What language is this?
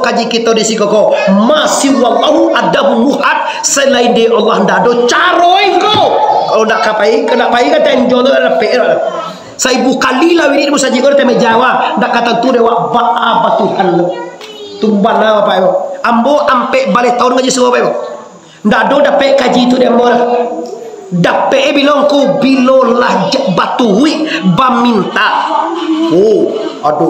Minangkabau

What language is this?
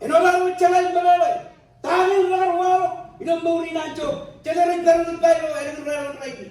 Marshallese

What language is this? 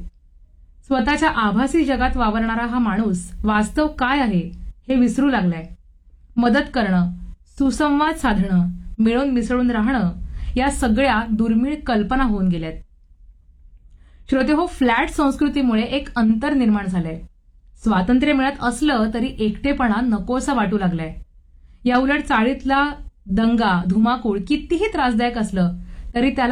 Marathi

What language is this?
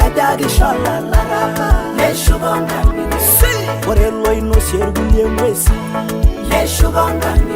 Masai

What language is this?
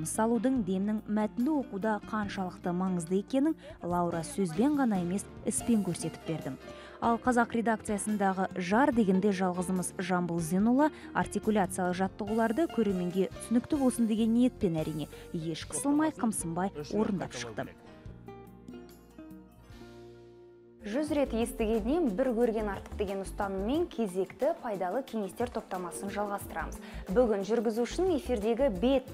Kazakh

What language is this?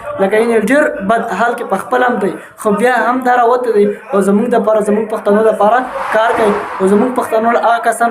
Pashto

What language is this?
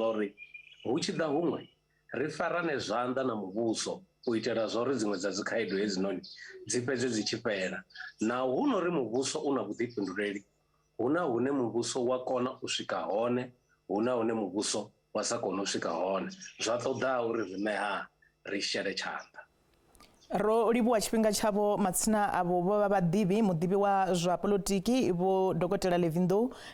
Venda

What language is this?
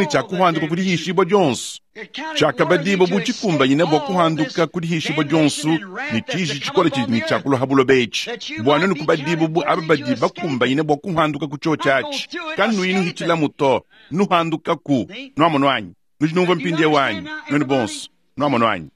Luba-Lulua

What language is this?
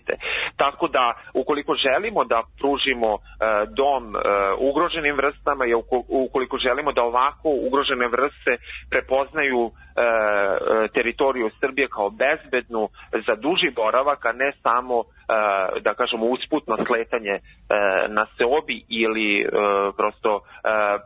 Serbian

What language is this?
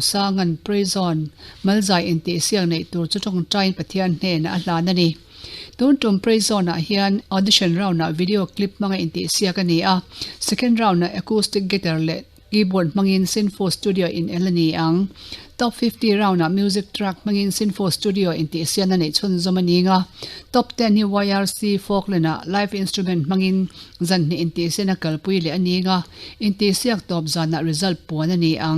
Mizo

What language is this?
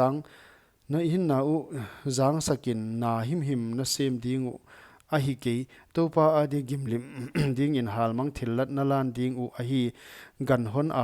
Paite Chin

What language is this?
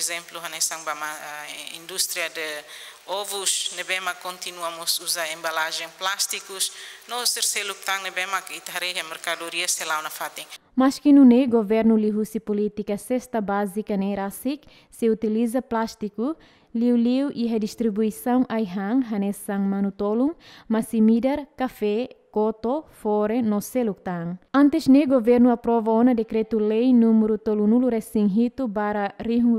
Tetum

